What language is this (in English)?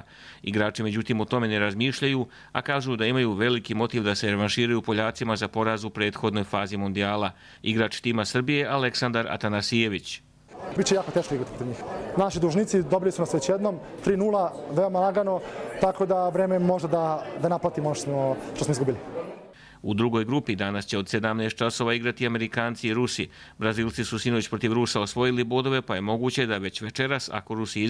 Croatian